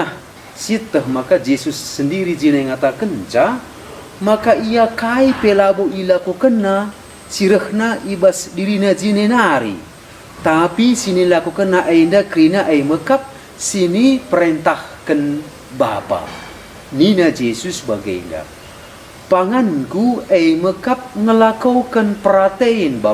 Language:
Batak Karo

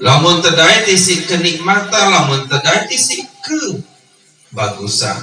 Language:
Sasak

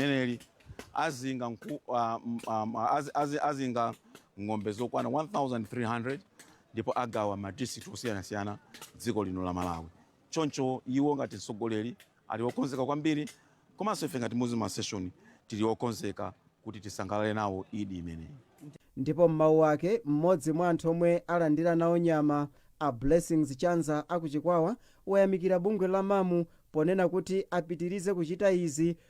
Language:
Nyanja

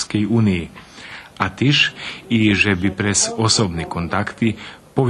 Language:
Rusyn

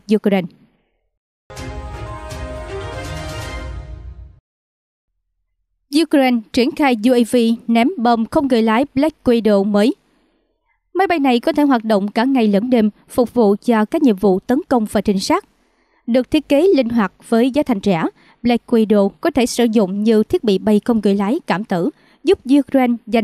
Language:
Vietnamese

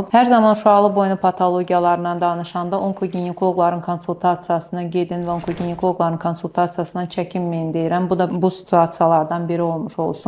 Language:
Azerbaijani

